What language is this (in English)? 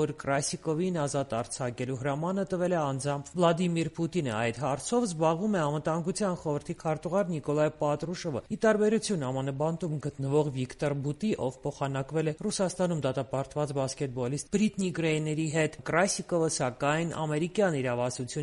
Armenian